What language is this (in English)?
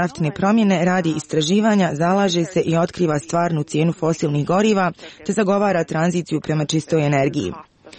Croatian